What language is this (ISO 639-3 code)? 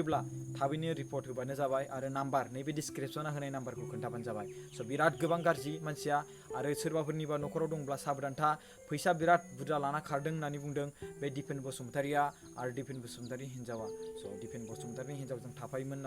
brx